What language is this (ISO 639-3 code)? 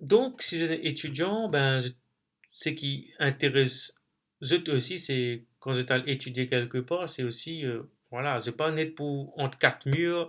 mfe